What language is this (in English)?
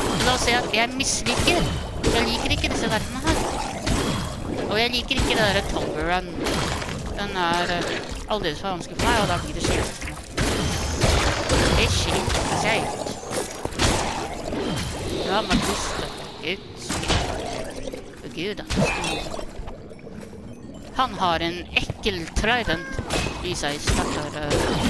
Norwegian